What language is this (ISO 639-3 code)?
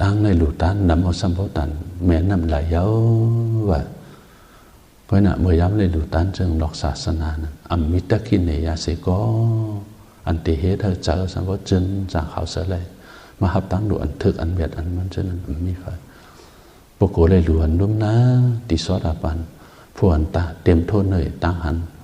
shn